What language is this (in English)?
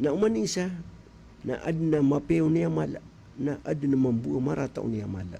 Maranao